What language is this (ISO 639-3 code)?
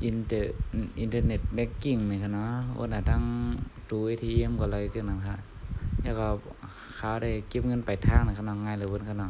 shn